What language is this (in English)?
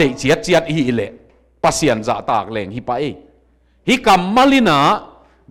Tedim Chin